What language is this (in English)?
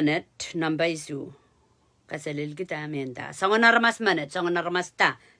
Pohnpeian